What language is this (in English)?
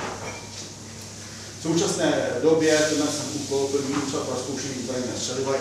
Czech